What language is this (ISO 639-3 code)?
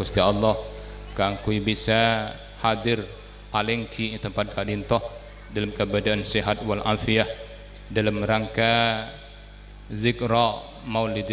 mad